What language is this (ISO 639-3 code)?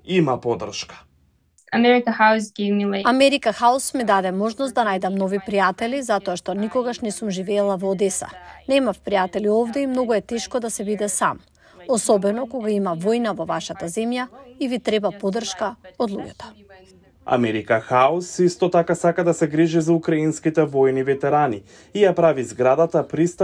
mkd